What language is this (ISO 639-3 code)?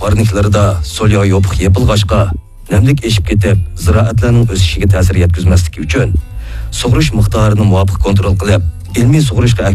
uig